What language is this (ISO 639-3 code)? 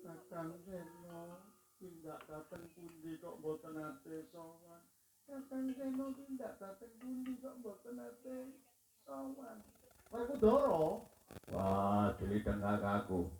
jav